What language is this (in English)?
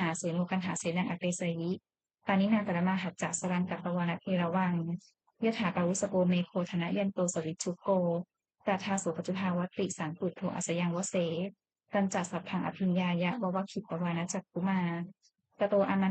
Pali